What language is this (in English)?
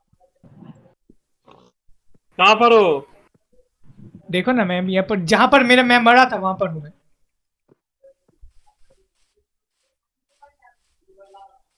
Hindi